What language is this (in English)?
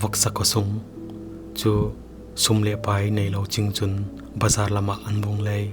Falam Chin